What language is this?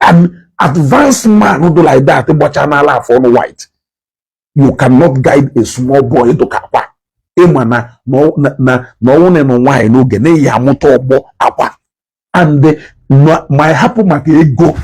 Igbo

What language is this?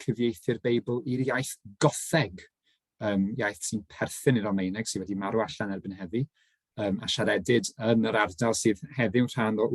Welsh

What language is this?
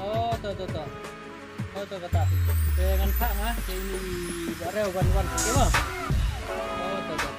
Khasi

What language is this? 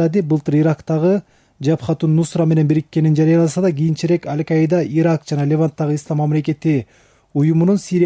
Kyrgyz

